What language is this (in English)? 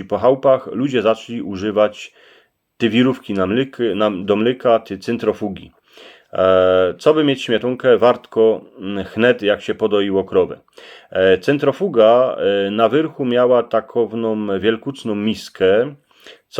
Silesian